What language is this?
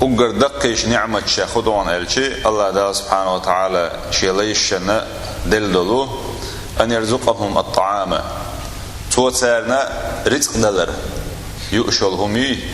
Chechen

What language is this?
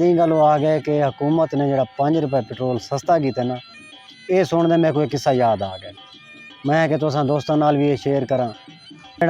Saraiki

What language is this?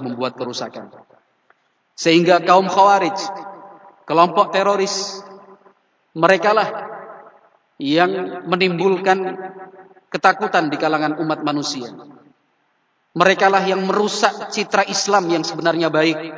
Indonesian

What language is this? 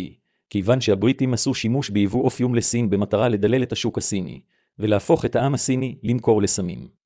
Hebrew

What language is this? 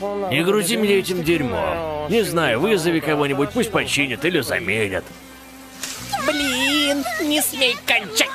Russian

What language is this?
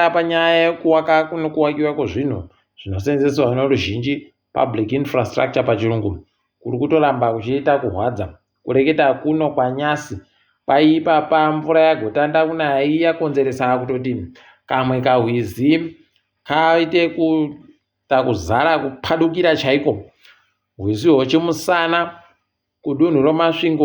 Ndau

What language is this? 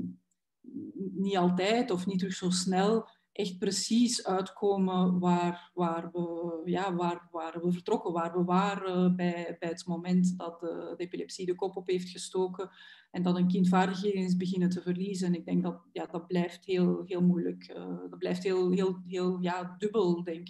Dutch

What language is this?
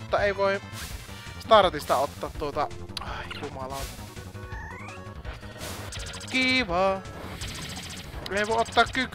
Finnish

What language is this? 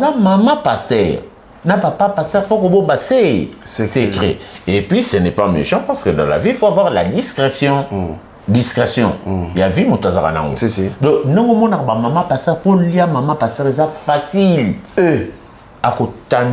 Lingala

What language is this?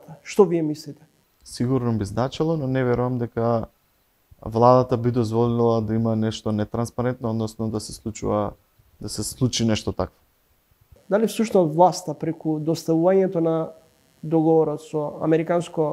Macedonian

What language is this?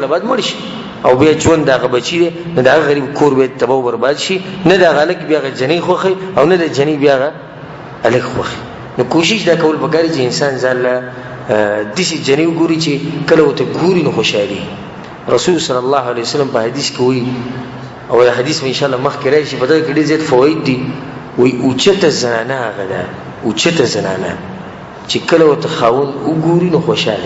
Pashto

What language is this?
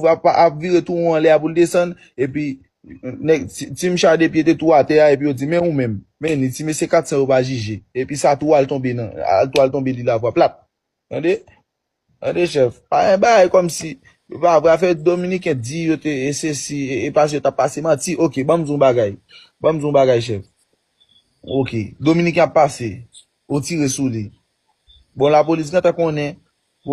Haitian Creole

